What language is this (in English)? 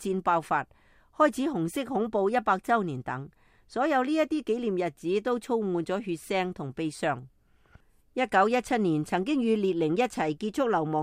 Cantonese